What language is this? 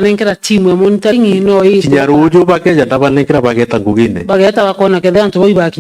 Meru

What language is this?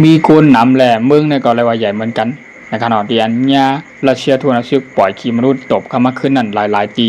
Shan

